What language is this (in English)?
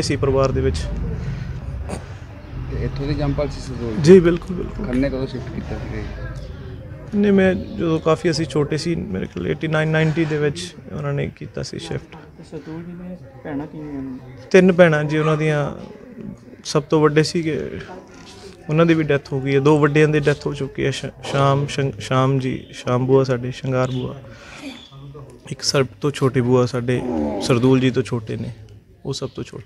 Punjabi